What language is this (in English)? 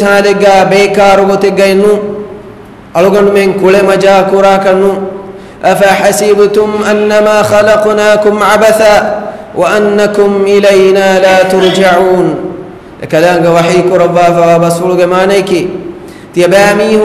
Divehi